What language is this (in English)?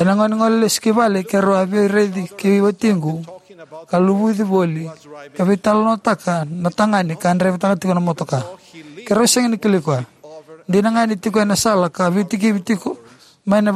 Fijian